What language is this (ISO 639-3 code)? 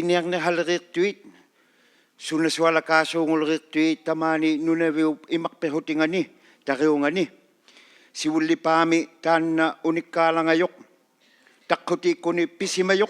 iku